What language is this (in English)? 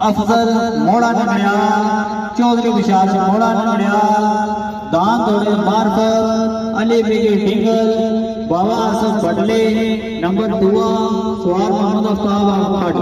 Pahari-Potwari